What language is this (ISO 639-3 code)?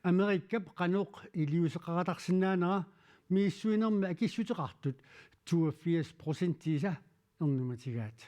kal